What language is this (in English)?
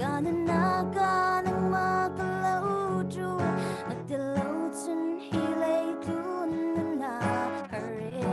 Falam Chin